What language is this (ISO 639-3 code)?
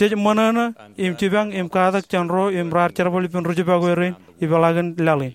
mah